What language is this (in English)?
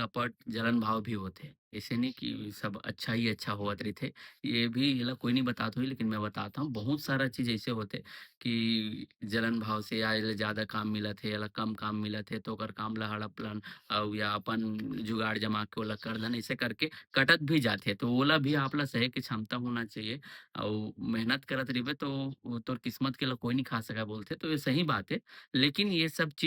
Chhattisgarhi